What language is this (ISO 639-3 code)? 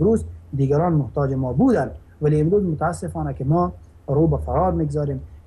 fas